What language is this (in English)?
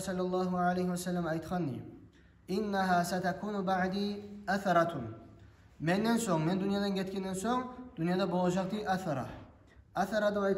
Kumyk